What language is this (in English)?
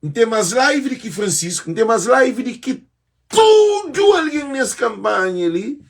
Kabuverdianu